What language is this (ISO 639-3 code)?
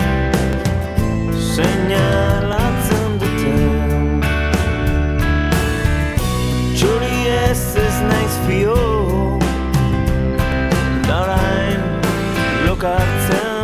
eus